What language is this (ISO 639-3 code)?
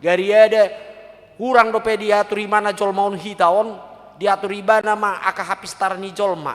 bbc